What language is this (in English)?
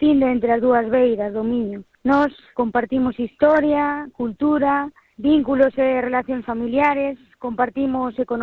Galician